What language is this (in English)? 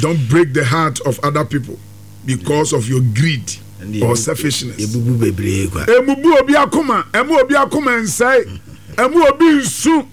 Akan